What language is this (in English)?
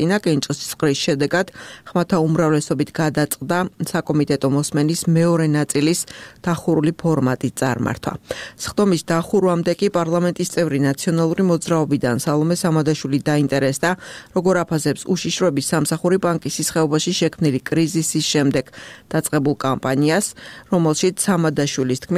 Georgian